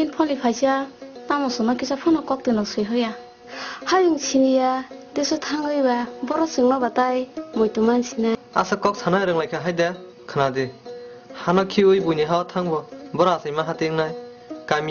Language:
Kok Borok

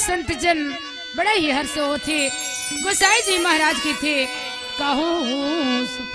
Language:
Chhattisgarhi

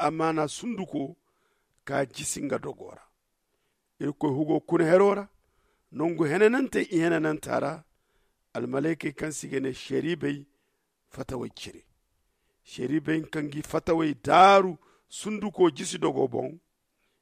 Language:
Zarma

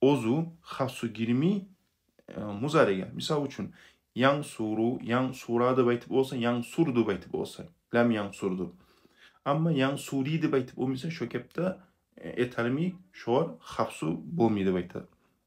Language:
Kumyk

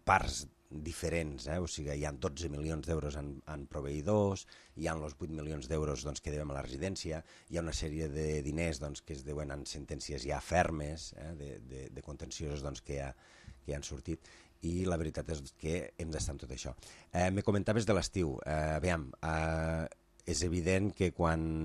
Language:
Catalan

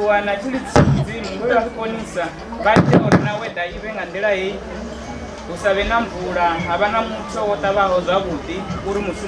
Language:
Venda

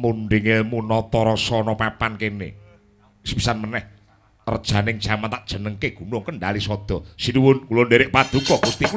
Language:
Javanese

